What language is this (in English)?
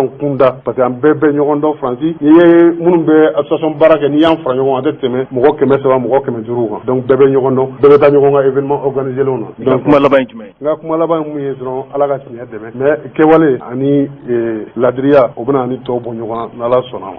Bambara